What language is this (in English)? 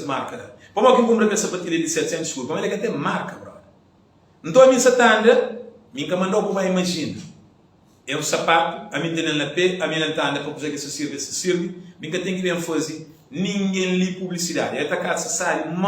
Kabuverdianu